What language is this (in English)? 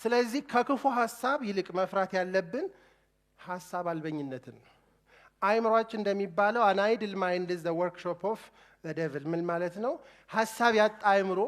Amharic